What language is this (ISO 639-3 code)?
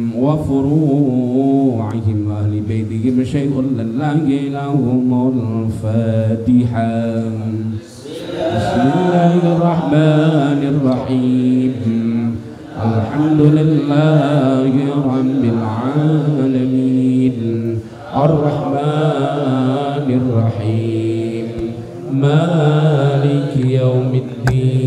ara